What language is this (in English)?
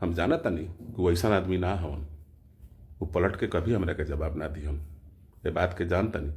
Bhojpuri